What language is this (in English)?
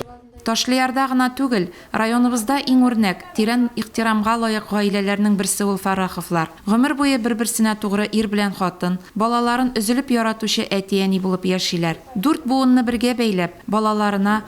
Tatar